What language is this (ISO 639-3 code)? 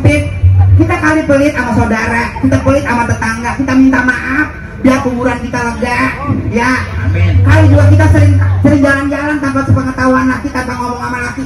bew